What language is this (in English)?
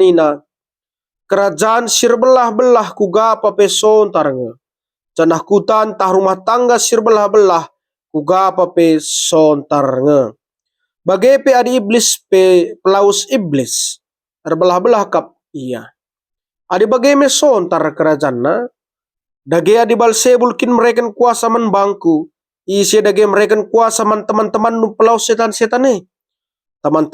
Batak Karo